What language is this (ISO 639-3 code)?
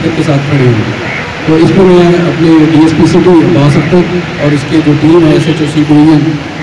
urd